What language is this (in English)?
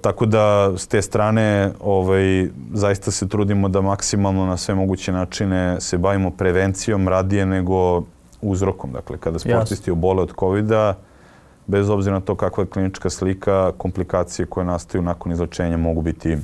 Serbian